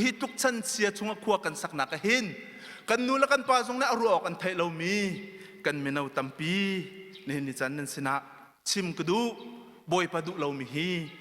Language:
Hakha Chin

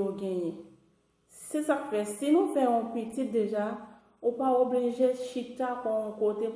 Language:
Haitian Creole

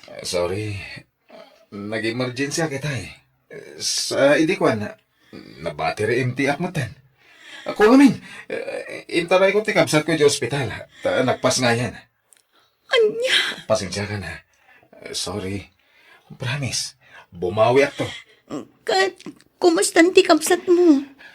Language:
Iloko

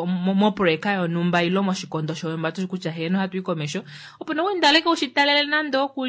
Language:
Kuanyama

